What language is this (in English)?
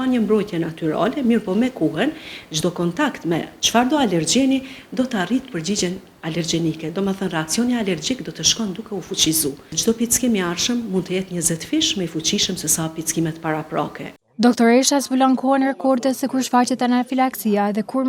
Albanian